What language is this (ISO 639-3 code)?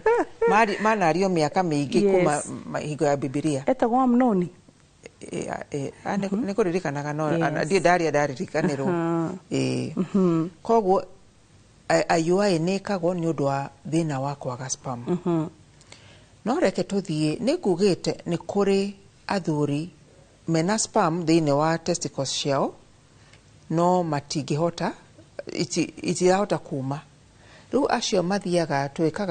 kik